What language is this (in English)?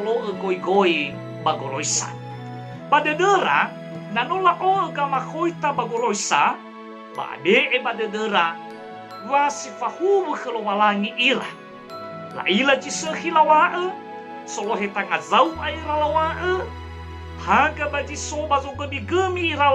Nias